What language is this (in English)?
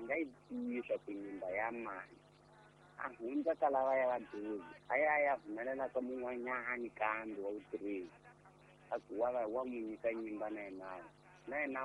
Tsonga